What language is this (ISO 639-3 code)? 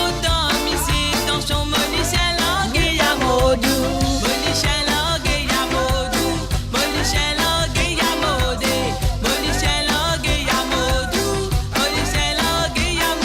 mfe